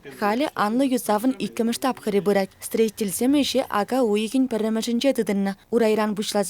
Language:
Chuvash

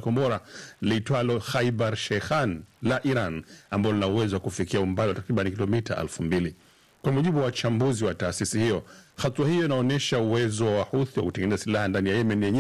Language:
Swahili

